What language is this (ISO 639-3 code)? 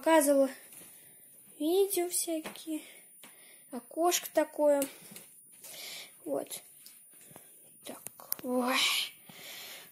rus